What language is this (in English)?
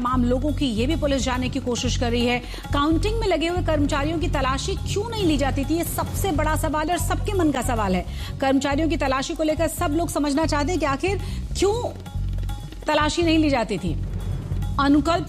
Hindi